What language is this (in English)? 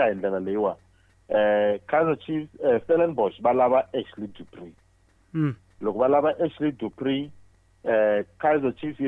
Tsonga